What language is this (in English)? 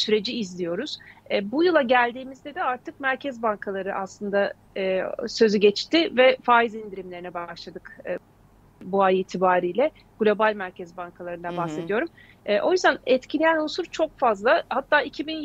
Turkish